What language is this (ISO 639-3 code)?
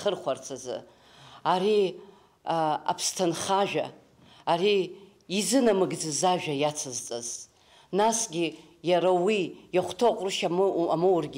abk